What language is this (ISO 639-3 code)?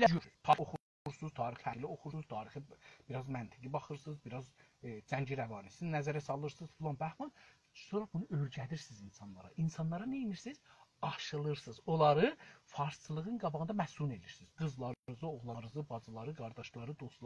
azb